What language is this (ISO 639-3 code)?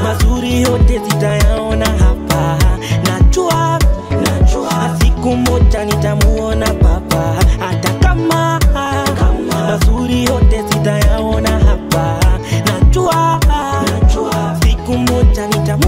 swa